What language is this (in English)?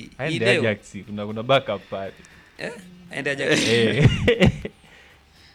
Swahili